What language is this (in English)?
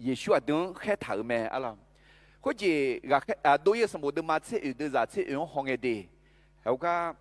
Akha